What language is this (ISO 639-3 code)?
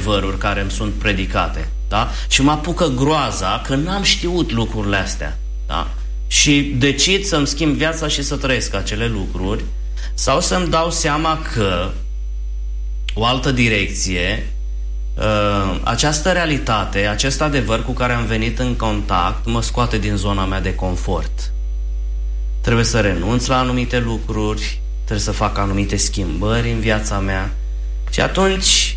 ron